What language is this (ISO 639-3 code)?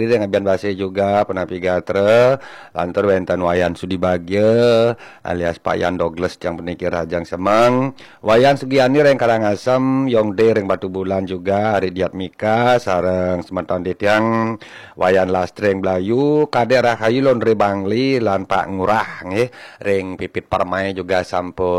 ban